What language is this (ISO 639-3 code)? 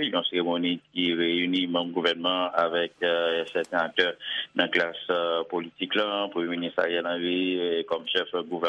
hat